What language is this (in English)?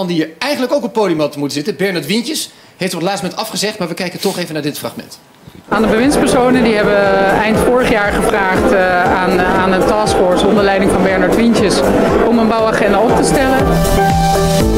Dutch